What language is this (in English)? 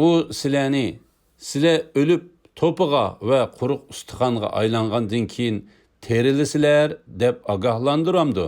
Uyghur